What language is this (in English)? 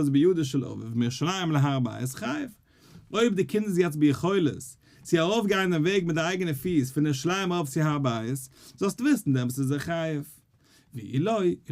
Yiddish